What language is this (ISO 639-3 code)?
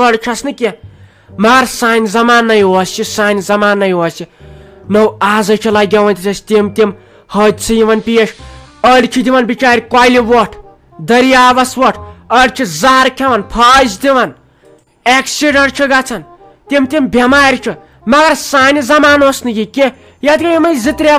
kas